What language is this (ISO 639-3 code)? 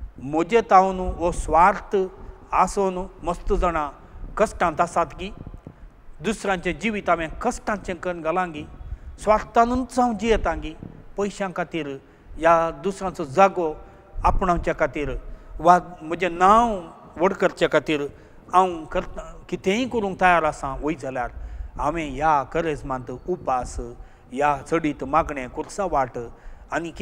kok